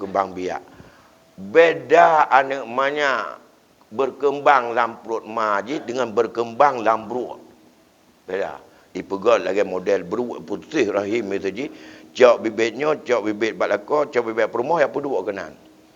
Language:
Achinese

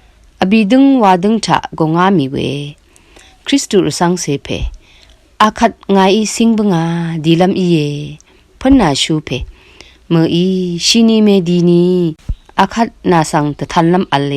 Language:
Rawang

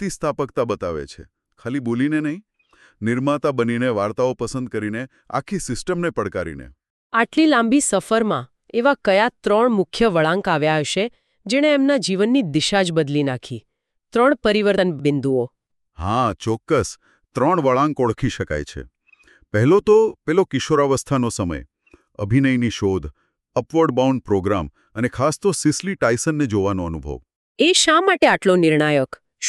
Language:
Gujarati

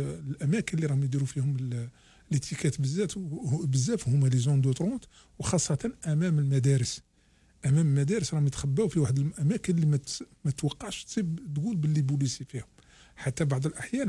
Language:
Algerian Arabic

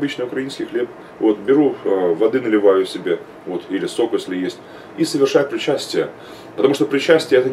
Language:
Russian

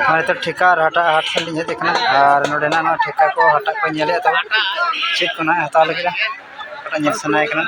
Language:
Santali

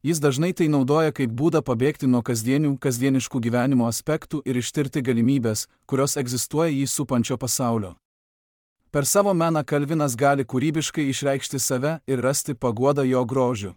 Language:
Lithuanian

